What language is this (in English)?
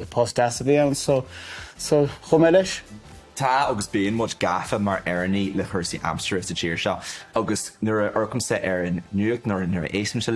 Irish